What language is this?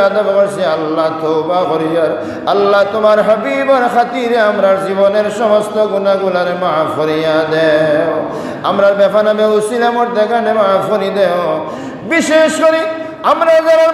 Sylheti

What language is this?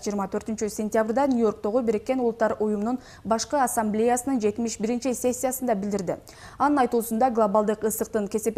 Kyrgyz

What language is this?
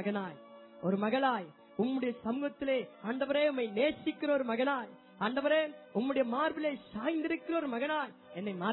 Tamil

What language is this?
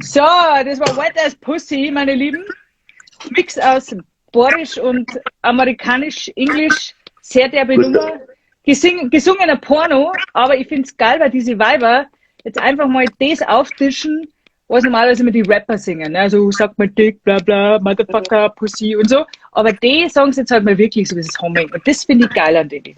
Bavarian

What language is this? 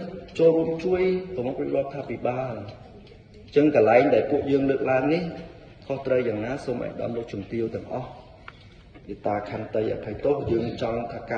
Khmer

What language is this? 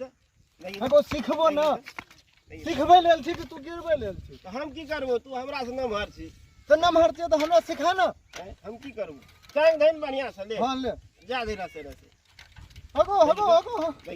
Maithili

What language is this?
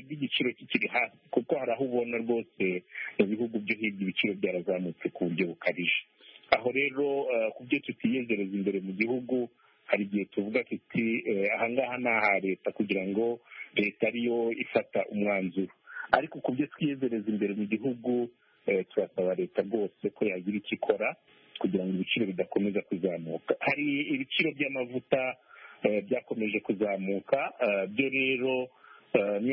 Kinyarwanda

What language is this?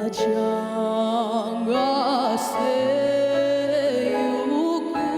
Ao Naga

